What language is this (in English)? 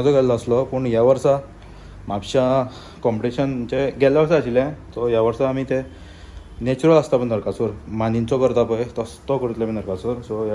Konkani